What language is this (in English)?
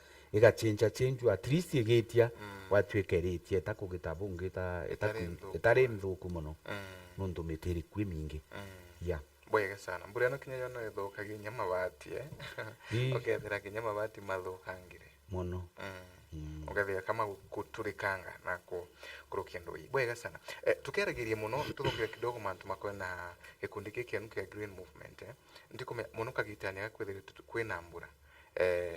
Meru